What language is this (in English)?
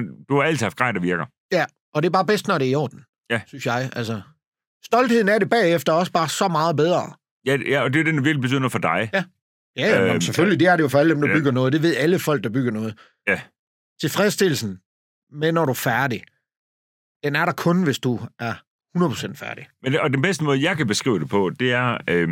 Danish